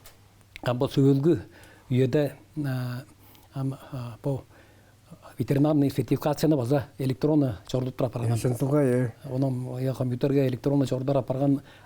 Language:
Tuvinian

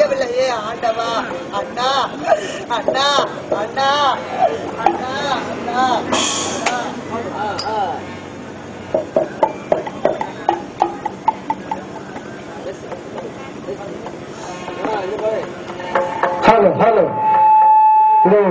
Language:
Tamil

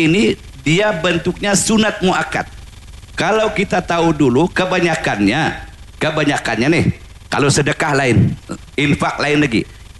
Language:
Malay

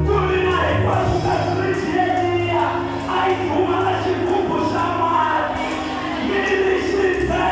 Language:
Tsonga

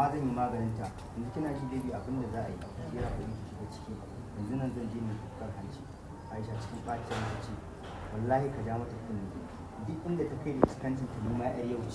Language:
Hausa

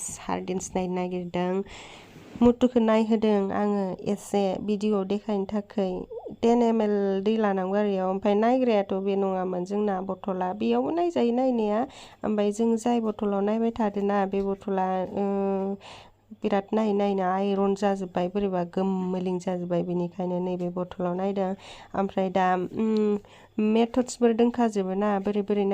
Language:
Bodo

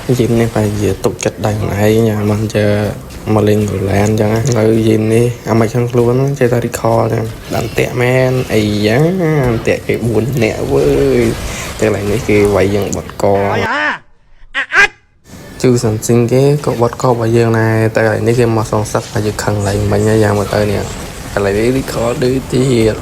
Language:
Khmer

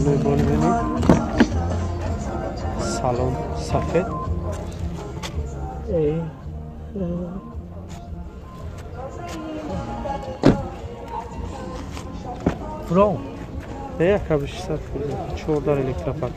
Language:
Tajik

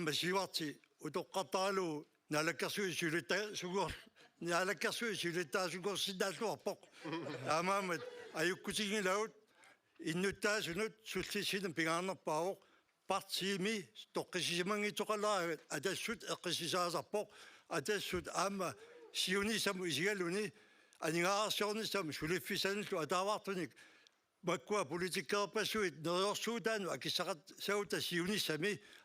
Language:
Kalaallisut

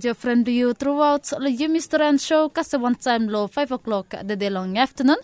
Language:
Bislama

